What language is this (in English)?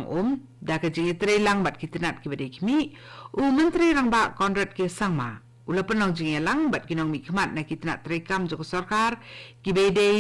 Khasi